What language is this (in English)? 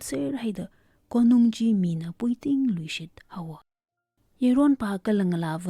Tangkhul Naga (India)